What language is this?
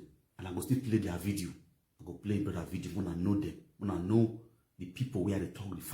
Nigerian Pidgin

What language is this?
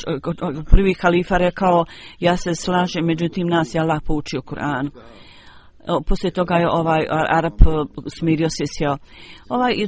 Bosnian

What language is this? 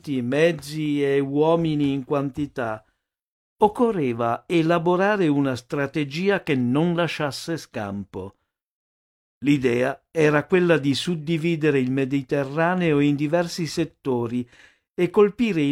Italian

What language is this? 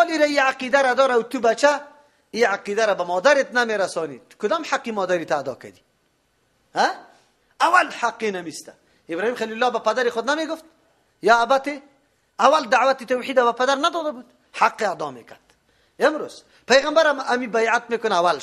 Persian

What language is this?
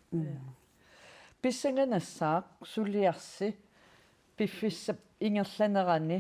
Kalaallisut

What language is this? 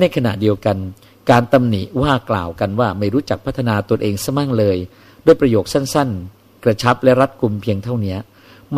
Thai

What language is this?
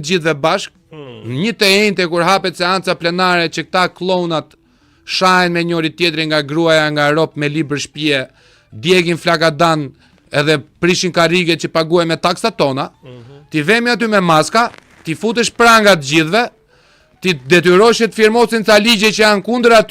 Albanian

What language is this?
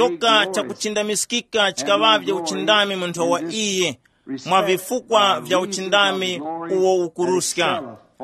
Tumbuka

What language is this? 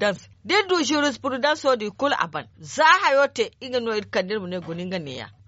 Zarma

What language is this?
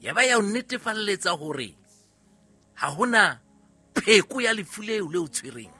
Southern Sotho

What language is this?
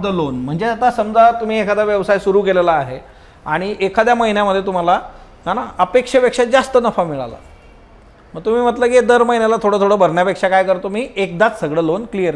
Marathi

